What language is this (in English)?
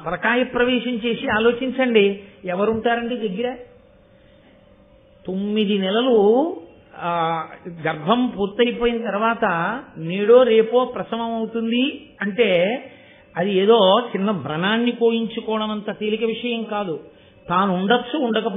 Telugu